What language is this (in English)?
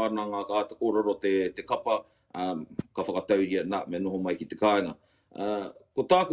Māori